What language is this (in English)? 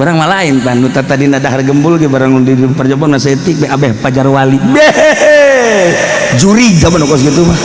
Sundanese